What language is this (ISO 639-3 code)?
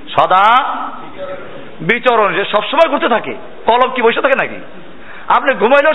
ben